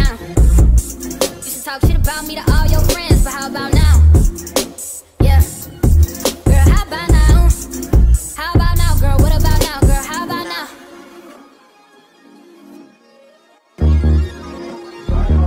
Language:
English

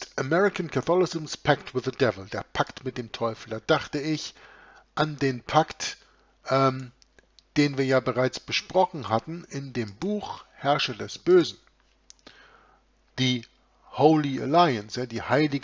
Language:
German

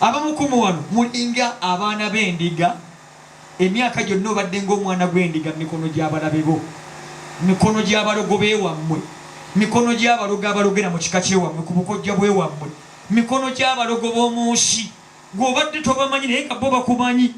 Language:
Ganda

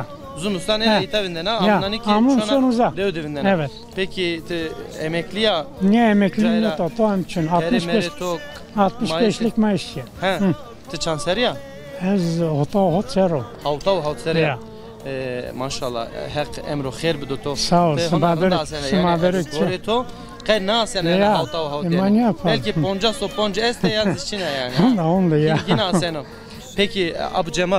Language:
Zaza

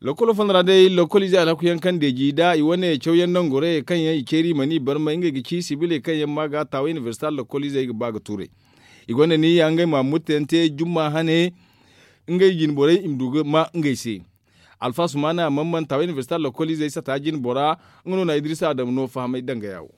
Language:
Zarma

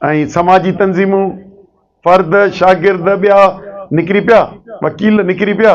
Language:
Sindhi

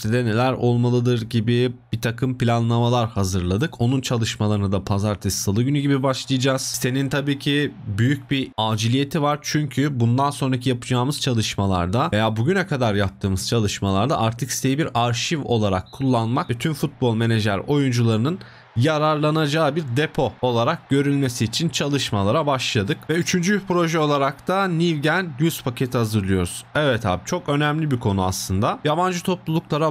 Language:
Turkish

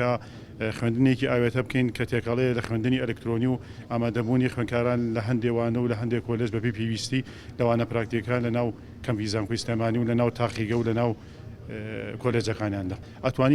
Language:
Central Kurdish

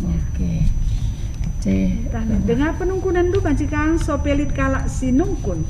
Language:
Batak Karo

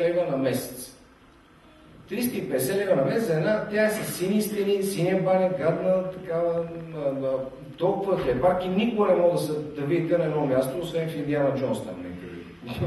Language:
Bulgarian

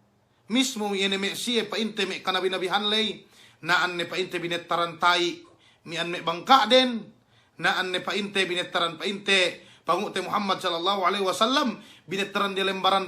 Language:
Yakan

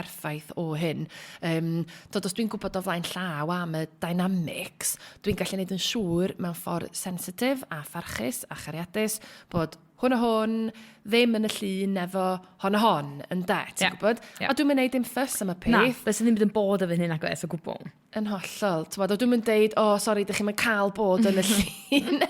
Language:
Welsh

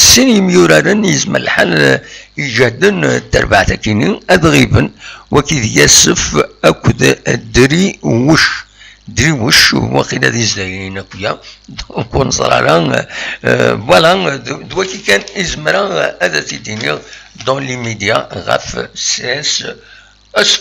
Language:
Kabyle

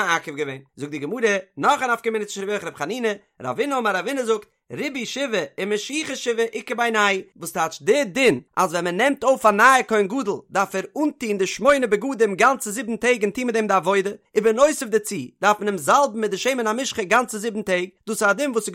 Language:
Yiddish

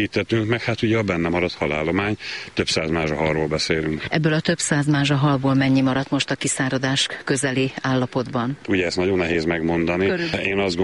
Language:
Hungarian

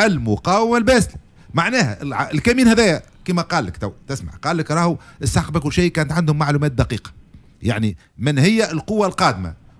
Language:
Tunisian Arabic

